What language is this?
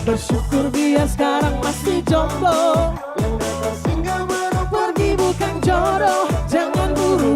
Manado Malay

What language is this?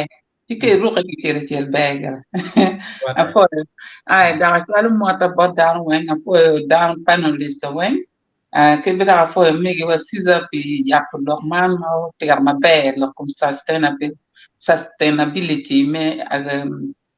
Acoli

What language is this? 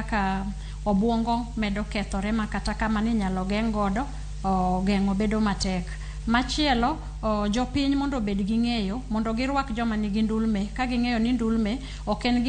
Luo (Kenya and Tanzania)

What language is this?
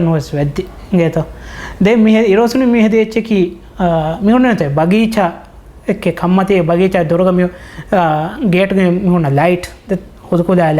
Divehi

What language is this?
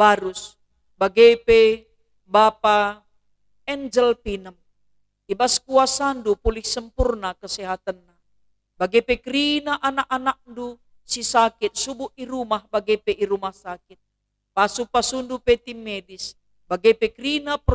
Batak Karo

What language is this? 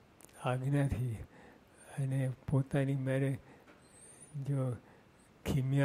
Gujarati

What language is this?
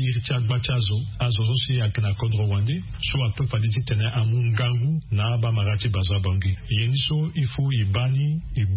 Sango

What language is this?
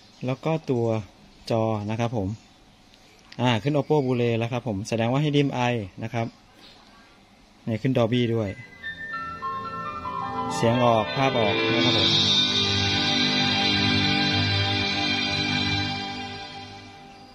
Thai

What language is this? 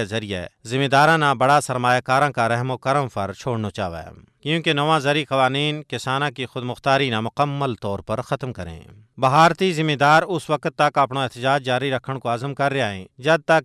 Gujari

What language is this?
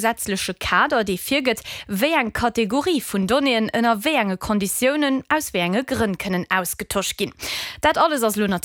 Luxembourgish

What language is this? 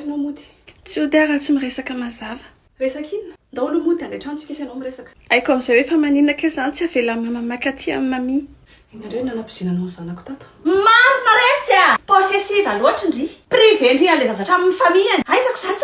Malagasy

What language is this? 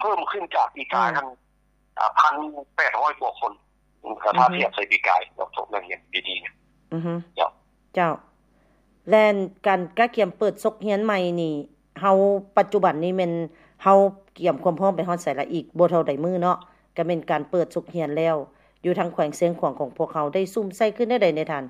Lao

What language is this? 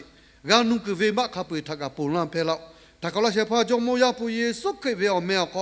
Lahu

